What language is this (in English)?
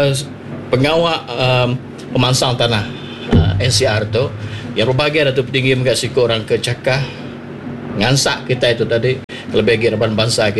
Iban